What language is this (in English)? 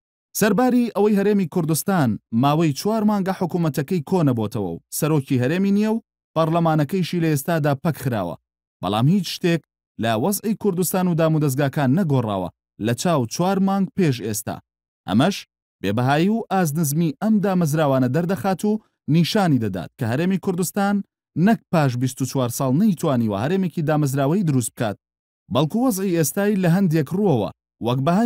Central Kurdish